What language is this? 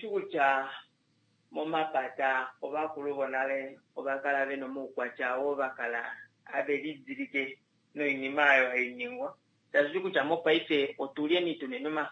Kuanyama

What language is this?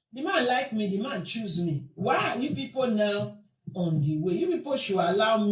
Nigerian Pidgin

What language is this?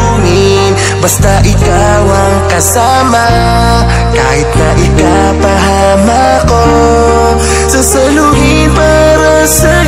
Filipino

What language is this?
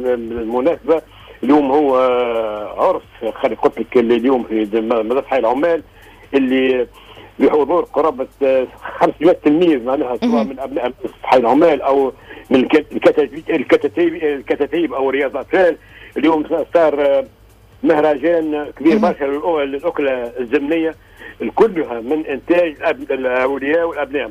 Tunisian Arabic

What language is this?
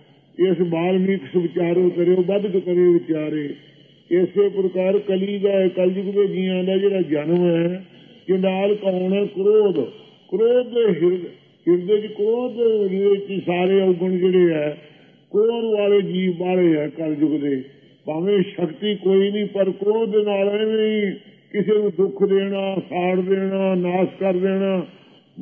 Punjabi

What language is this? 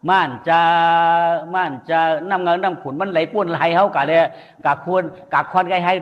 Shan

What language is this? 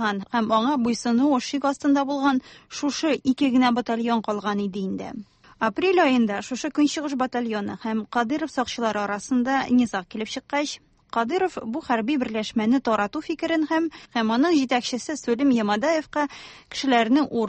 Tatar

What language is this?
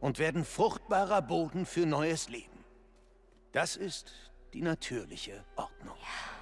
Bavarian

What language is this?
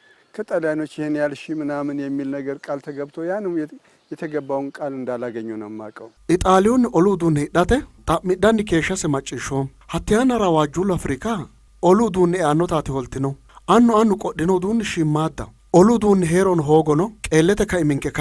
Sidamo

